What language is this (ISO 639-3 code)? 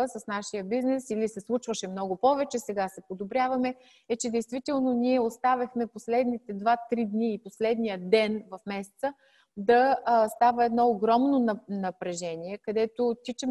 bul